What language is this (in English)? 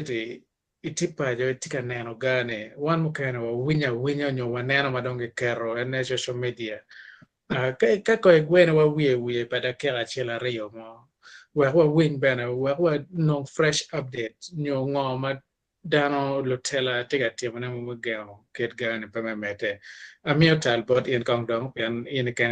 Acoli